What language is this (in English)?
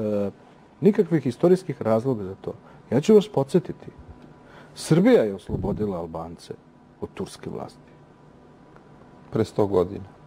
Serbian